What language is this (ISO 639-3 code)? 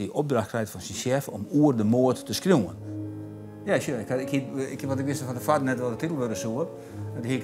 fry